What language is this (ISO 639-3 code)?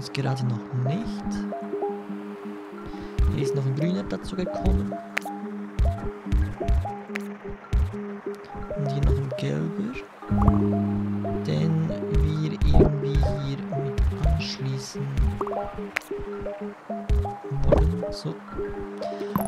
deu